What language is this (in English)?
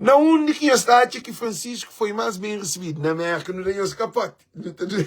Kabuverdianu